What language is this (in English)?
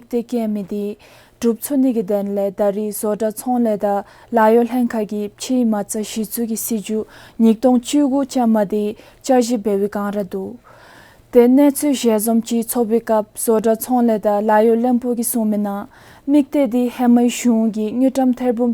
Dzongkha